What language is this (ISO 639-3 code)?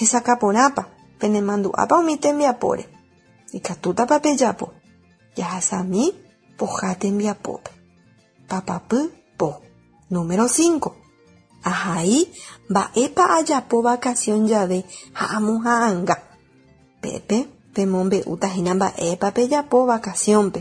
grn